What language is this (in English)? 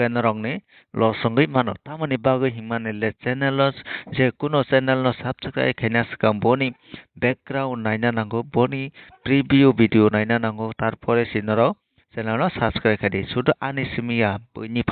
Kok Borok